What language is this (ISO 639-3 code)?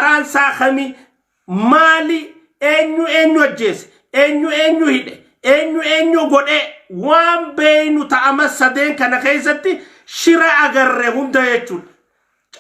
orm